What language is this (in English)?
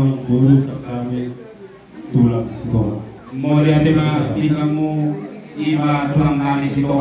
Batak Toba